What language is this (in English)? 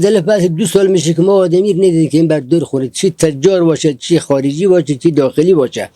Persian